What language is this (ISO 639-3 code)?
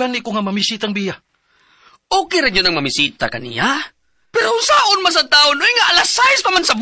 ceb